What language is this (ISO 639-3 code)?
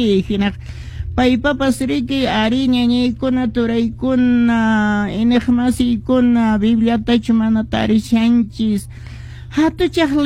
que